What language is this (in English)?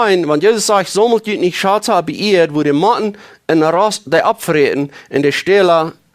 Plautdietsch